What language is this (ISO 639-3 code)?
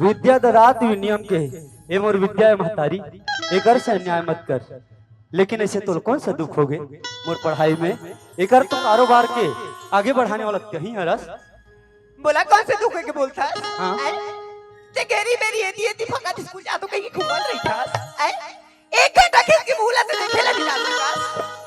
hne